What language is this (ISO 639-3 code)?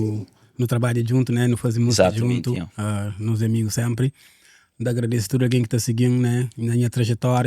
kea